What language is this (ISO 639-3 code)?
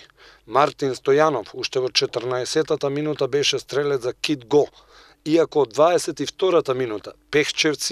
mkd